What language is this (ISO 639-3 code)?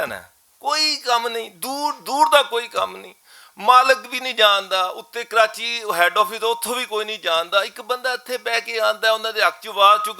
lah